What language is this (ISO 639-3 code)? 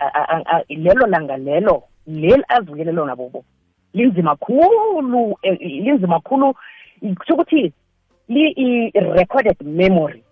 nbl